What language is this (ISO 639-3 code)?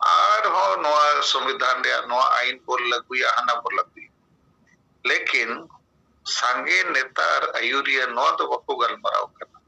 sat